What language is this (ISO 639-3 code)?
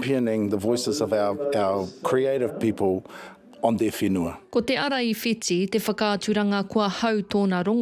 mri